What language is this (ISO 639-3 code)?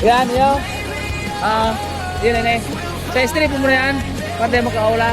bik